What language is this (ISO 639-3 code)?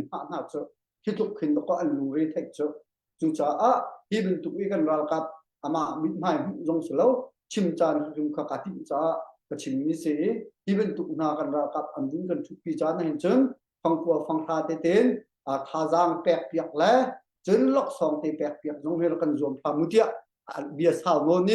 cnh